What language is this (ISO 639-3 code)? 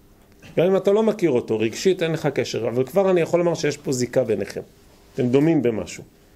heb